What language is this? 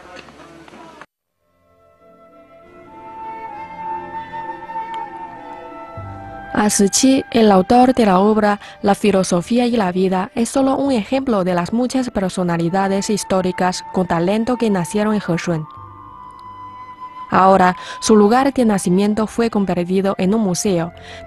Spanish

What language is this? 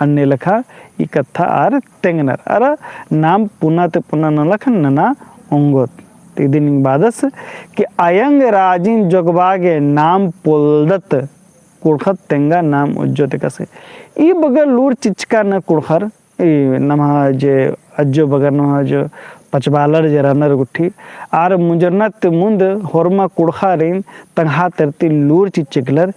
Kurukh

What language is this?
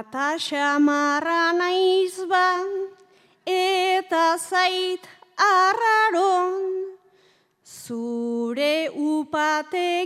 Basque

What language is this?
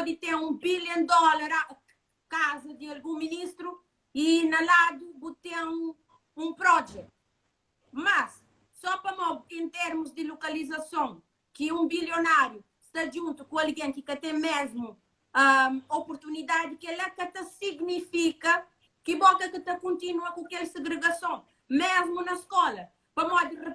Kabuverdianu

